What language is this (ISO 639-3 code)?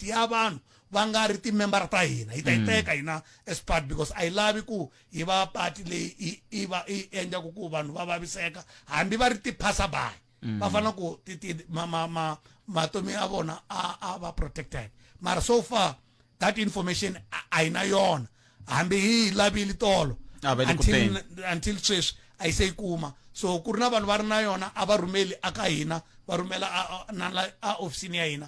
tso